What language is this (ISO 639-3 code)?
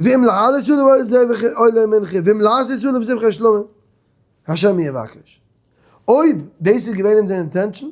yid